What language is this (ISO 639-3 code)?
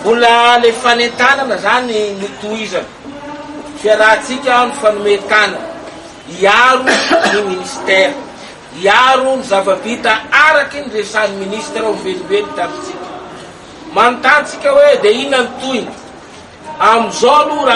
mlg